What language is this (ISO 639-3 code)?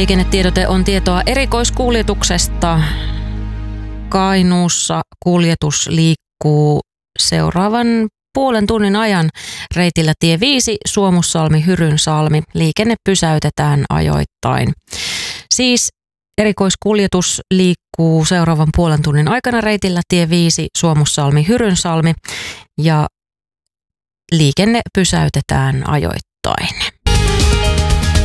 fin